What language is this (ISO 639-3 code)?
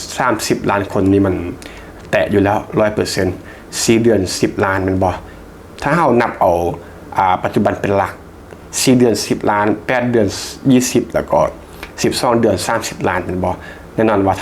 lao